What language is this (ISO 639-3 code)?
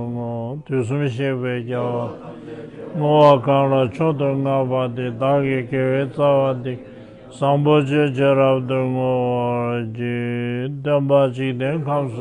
bod